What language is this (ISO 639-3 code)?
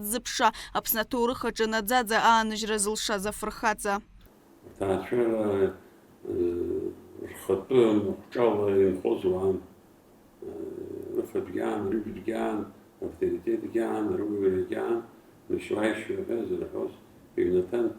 abk